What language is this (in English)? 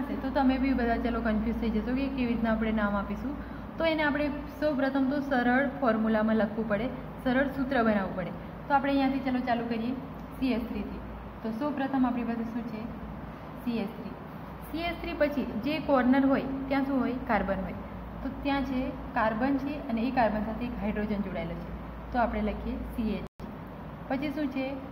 Gujarati